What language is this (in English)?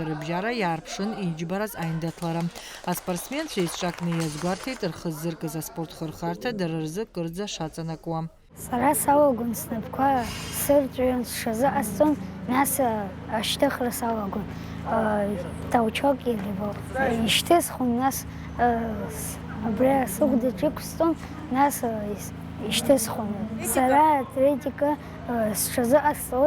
Abkhazian